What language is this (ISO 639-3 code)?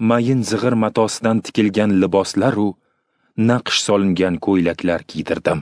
uzb